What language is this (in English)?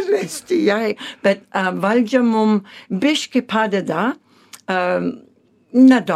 Lithuanian